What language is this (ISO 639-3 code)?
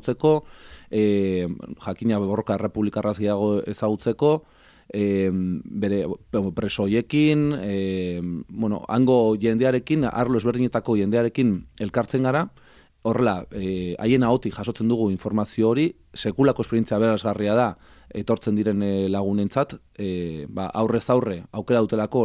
eus